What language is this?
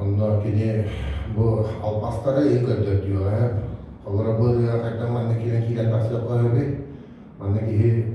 Yakut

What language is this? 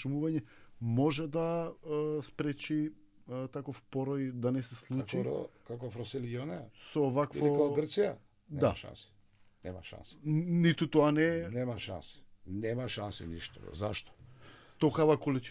Macedonian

